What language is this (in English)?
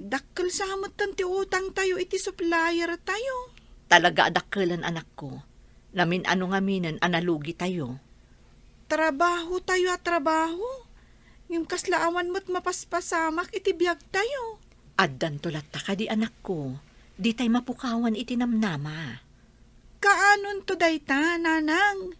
Iloko